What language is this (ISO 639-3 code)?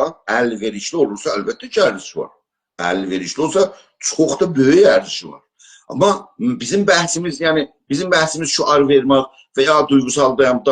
azb